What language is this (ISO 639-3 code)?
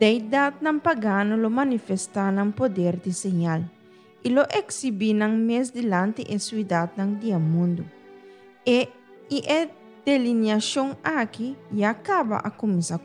pap